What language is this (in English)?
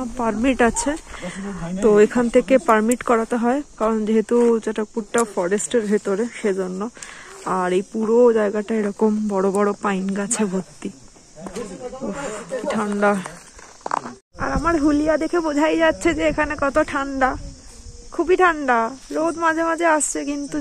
Bangla